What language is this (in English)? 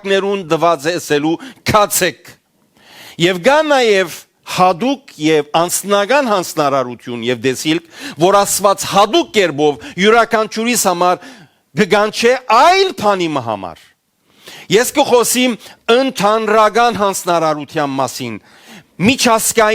Western Armenian